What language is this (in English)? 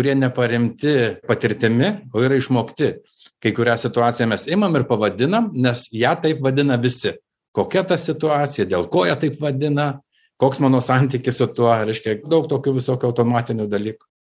Lithuanian